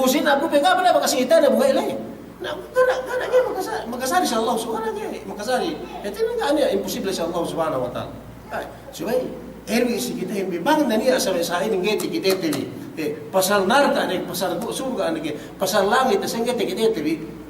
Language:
Yakan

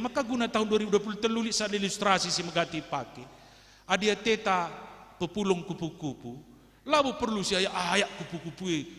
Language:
Batak Karo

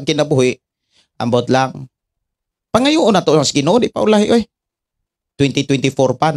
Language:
Cebuano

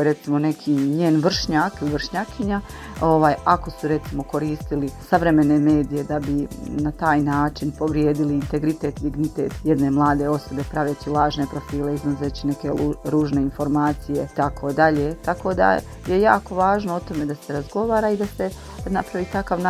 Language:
Bosnian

